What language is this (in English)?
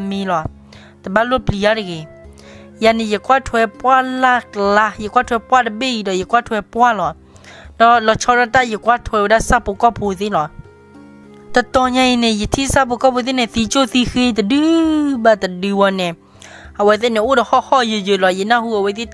S'gaw Karen